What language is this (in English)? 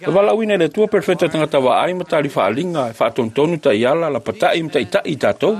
Samoan